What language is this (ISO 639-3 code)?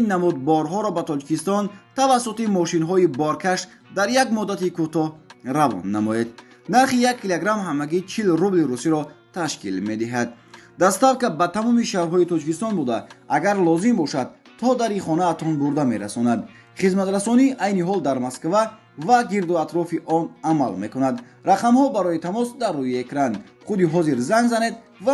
tgk